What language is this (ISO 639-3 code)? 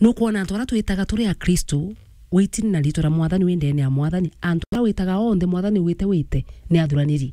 mer